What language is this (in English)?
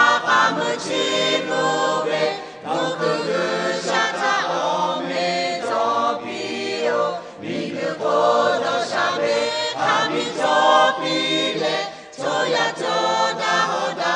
Lahu